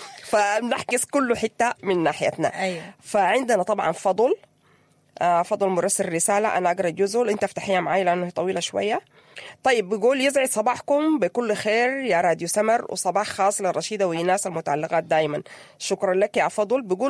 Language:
Sudanese Arabic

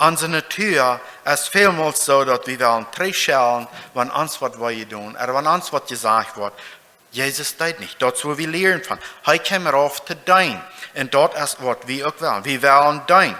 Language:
Plautdietsch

